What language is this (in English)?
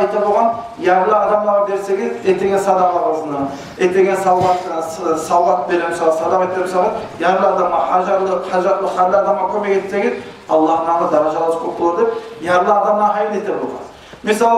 Kumyk